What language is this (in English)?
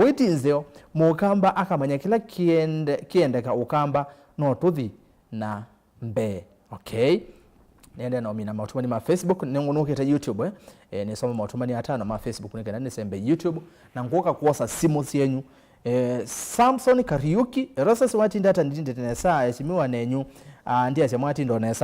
Kamba